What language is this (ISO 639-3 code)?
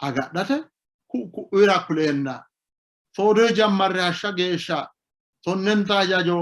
sid